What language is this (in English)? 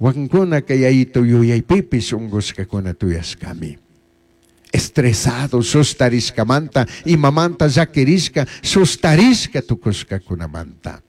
Chimborazo Highland Quichua